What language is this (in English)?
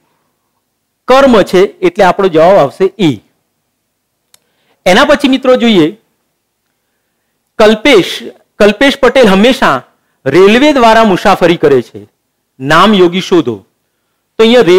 Gujarati